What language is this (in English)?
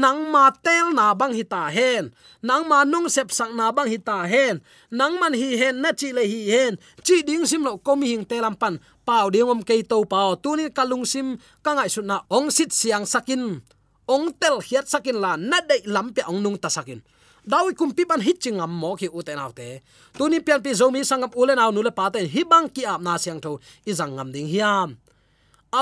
Tedim Chin